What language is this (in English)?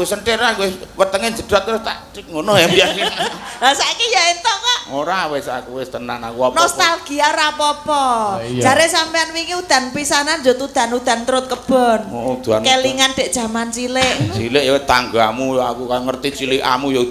Javanese